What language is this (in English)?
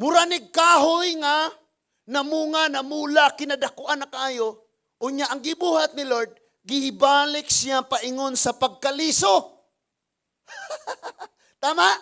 Cebuano